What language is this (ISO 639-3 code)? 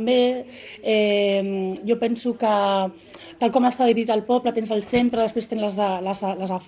cat